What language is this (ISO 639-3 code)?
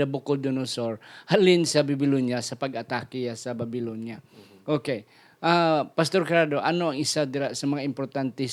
hil